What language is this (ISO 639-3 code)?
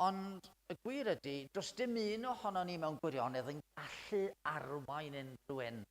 cym